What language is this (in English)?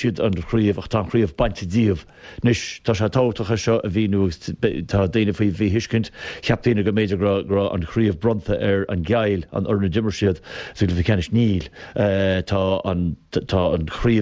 Irish